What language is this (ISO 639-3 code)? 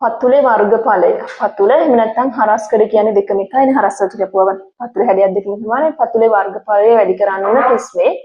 sin